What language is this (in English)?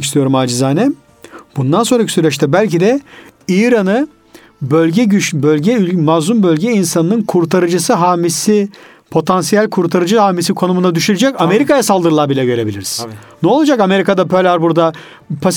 Turkish